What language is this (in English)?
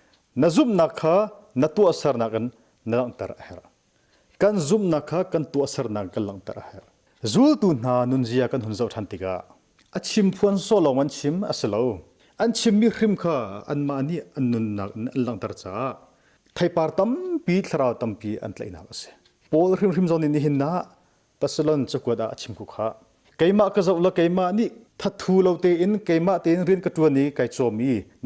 Hakha Chin